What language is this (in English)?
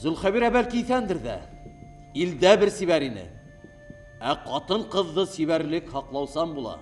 Bashkir